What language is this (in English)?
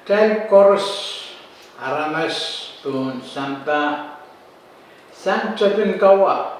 Pohnpeian